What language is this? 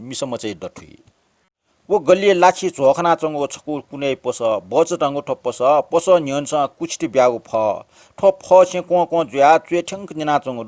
Newari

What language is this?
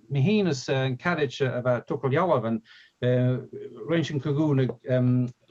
Scottish Gaelic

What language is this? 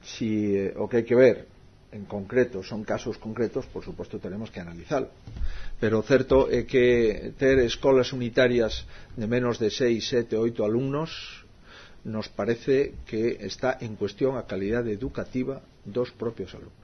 Galician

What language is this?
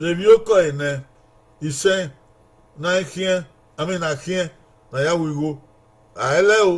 Bini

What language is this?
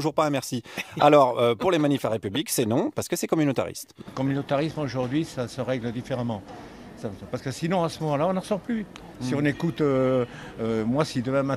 French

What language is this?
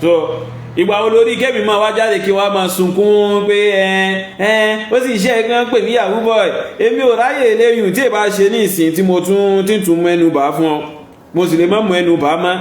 Yoruba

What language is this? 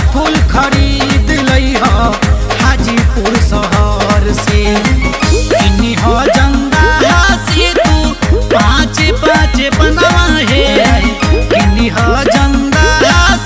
Bhojpuri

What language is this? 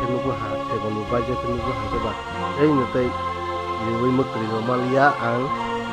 Kok Borok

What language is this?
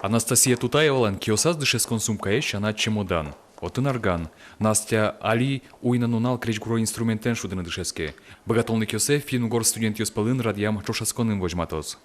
Udmurt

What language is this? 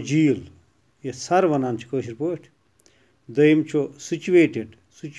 Kashmiri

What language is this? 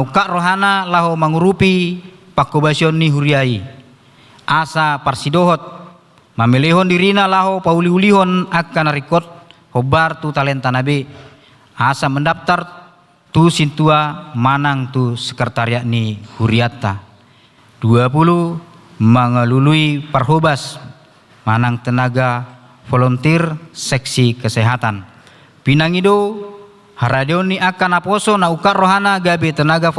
Batak Toba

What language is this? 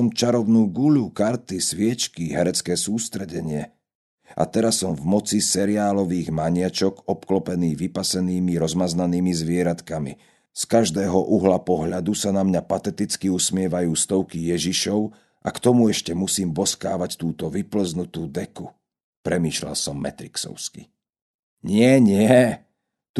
Slovak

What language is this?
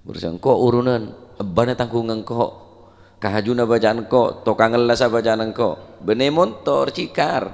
Madurese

